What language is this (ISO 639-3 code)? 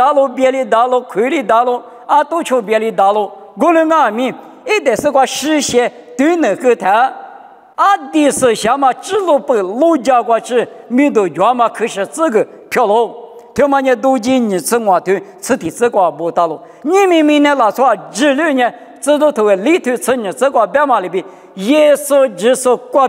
lis